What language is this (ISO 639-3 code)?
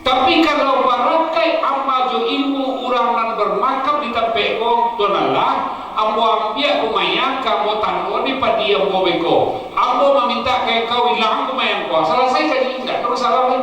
min